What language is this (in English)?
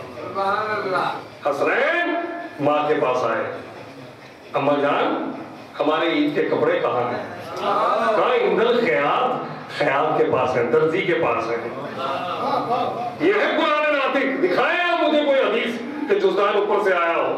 Urdu